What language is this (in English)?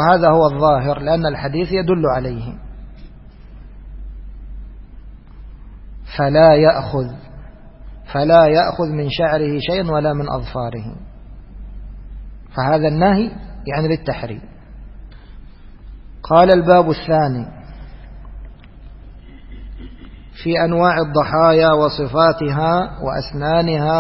Arabic